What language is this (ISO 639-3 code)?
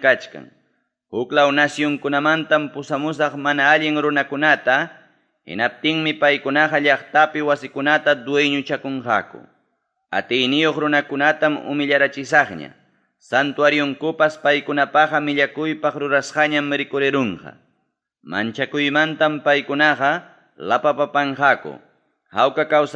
quy